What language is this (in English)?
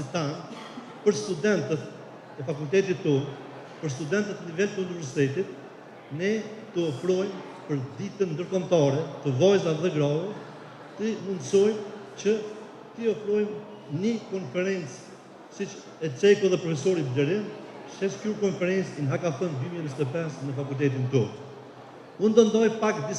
Albanian